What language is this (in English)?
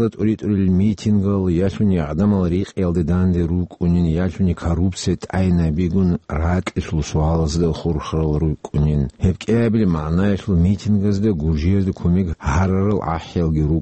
Avaric